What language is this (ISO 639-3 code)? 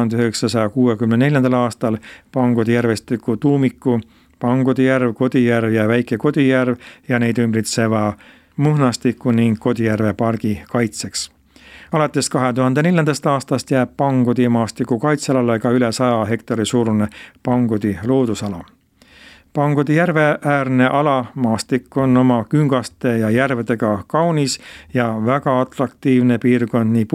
est